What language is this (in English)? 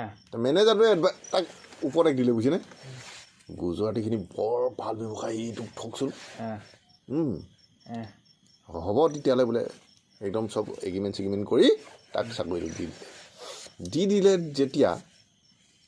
Assamese